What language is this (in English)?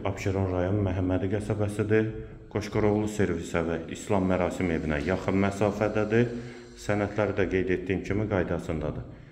Azerbaijani